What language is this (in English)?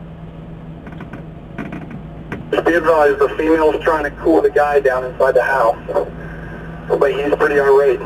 English